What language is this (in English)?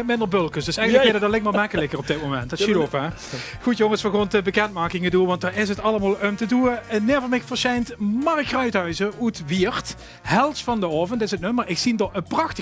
Limburgish